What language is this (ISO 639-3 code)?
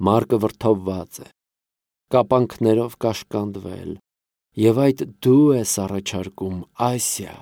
hye